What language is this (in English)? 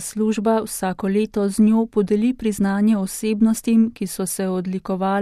Slovenian